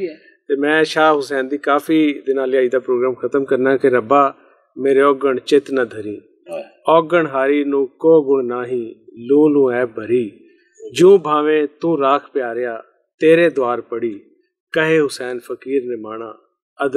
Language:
Punjabi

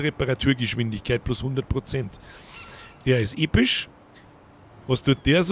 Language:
Bavarian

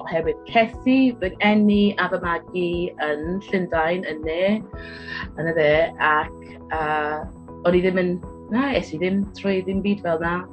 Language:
Welsh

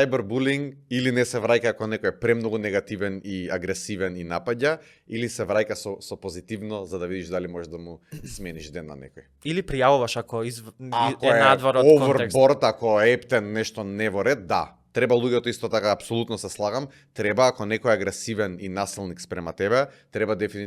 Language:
Macedonian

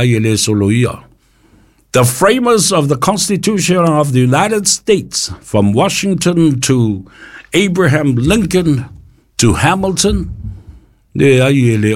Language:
Samoan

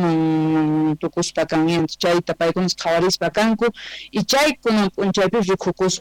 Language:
Quechua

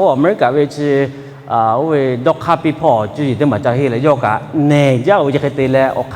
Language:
Lahu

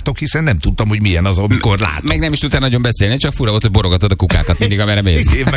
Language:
Hungarian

